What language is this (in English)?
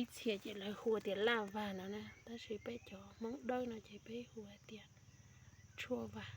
Hmong